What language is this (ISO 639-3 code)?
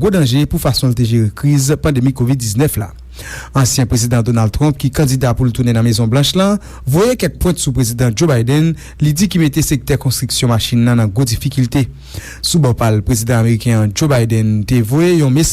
hat